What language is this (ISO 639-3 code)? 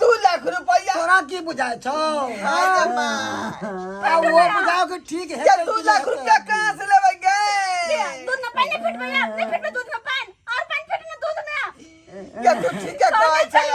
mai